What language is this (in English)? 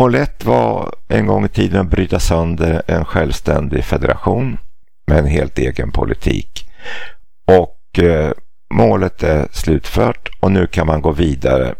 Swedish